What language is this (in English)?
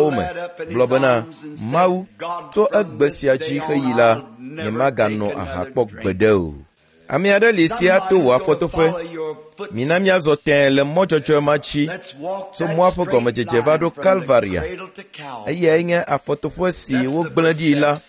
Ewe